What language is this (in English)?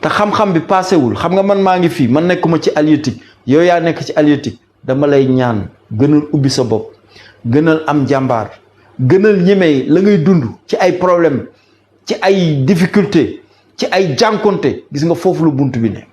Wolof